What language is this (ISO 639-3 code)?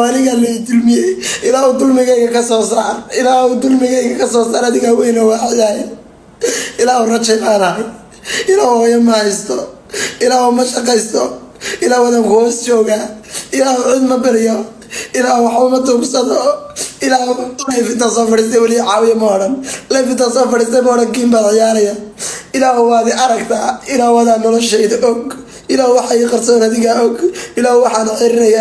som